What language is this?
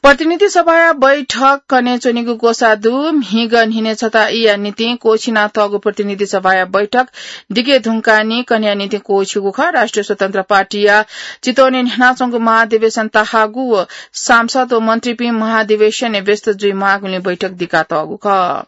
Newari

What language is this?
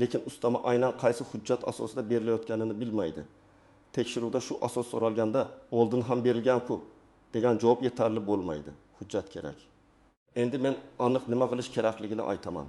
Uzbek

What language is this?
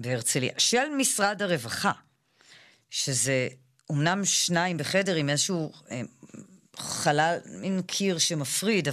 Hebrew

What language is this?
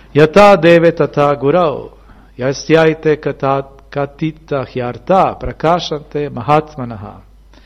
Serbian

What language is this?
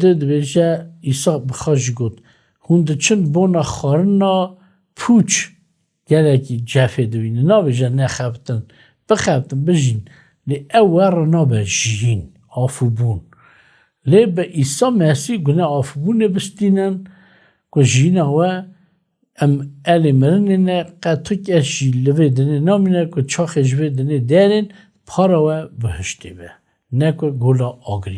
Kurdish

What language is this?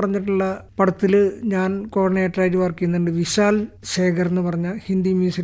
Malayalam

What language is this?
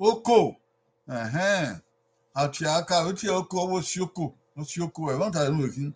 Bini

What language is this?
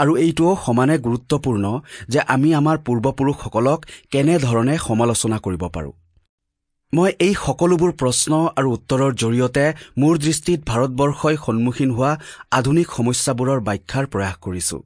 Assamese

